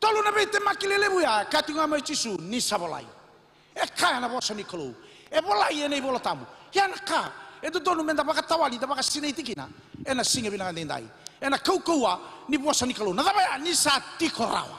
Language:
Fijian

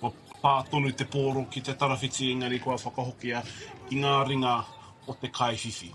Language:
Māori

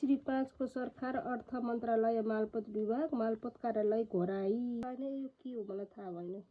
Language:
Nepali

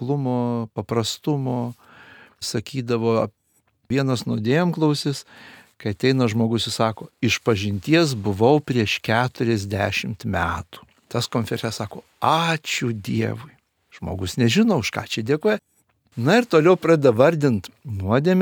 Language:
Lithuanian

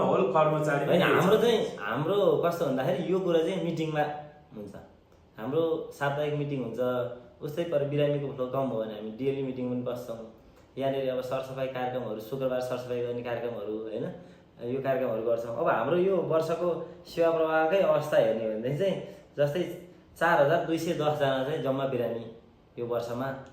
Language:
Nepali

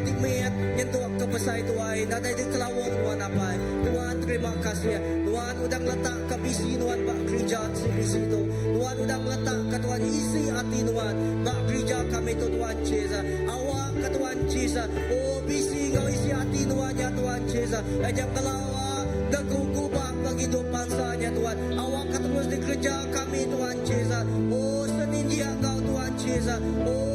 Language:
Iban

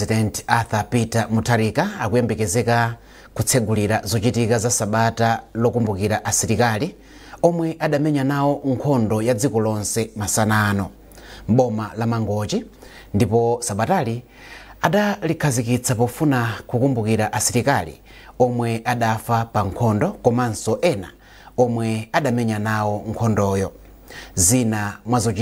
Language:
Nyanja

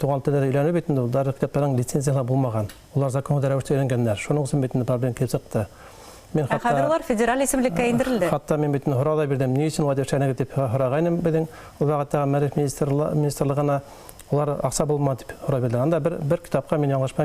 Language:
Bashkir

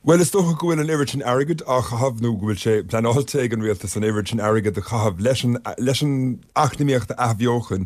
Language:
Irish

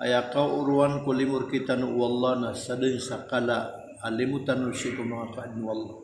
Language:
Maranao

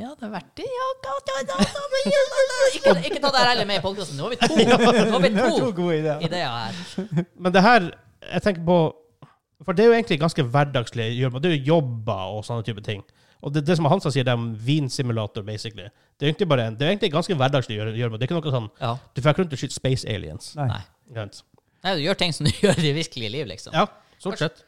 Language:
Norwegian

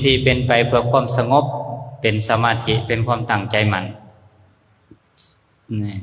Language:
Lao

